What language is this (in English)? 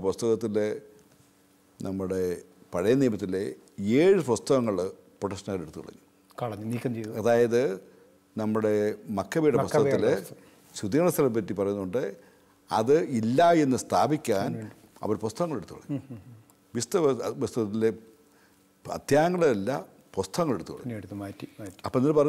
Malayalam